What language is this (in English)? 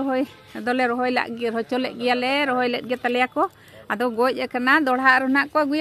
Santali